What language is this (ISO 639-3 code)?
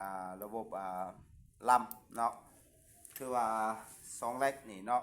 lao